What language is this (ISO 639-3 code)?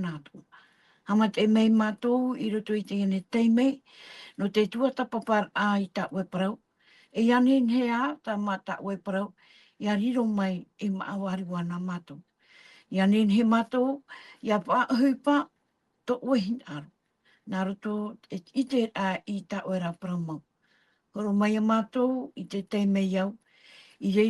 tah